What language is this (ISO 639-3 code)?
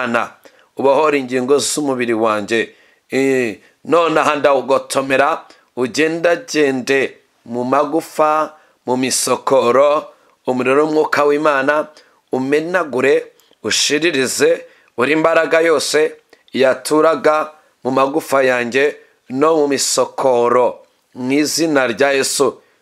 kin